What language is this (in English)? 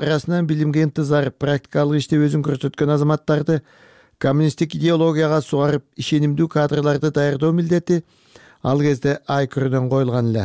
Kyrgyz